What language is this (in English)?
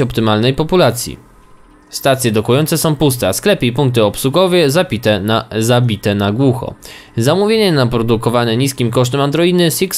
Polish